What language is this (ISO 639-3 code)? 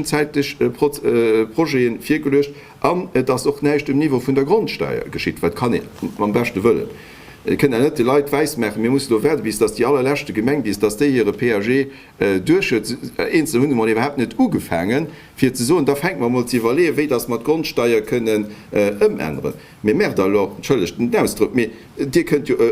ltz